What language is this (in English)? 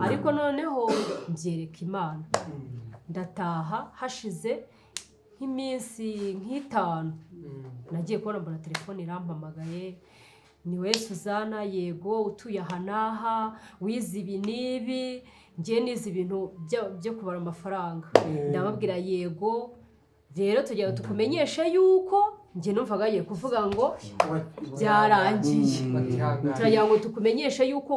Kinyarwanda